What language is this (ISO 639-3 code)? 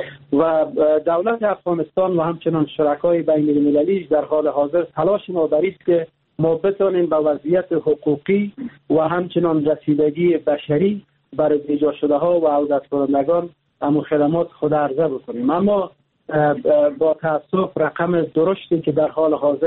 fas